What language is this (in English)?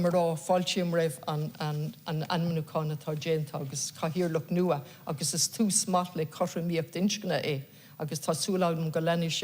Irish